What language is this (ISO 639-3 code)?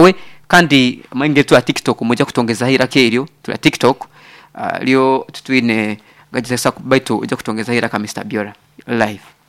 nyo